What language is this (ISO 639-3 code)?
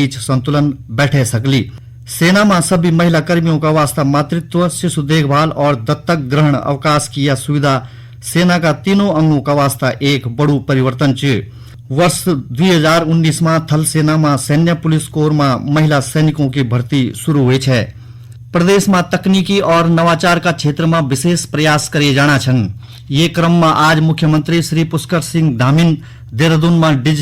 gbm